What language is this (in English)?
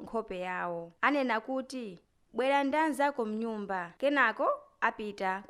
Nyanja